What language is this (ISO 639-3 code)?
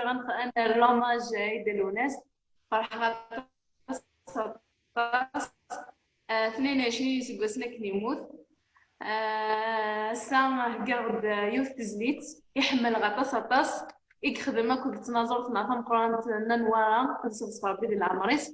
kab